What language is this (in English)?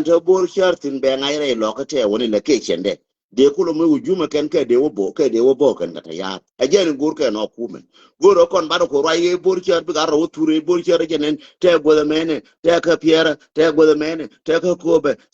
Nuer